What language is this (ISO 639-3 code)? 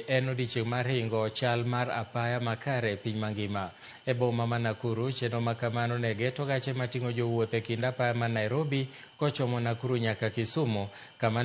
luo